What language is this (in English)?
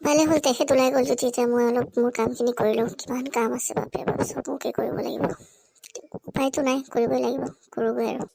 Assamese